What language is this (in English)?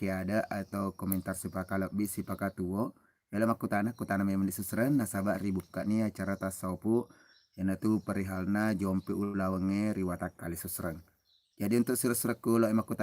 Buginese